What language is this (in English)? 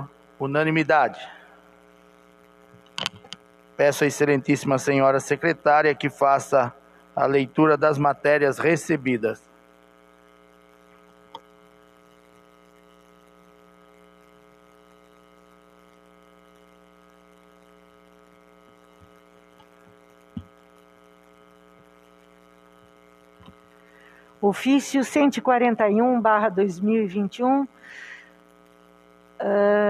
Portuguese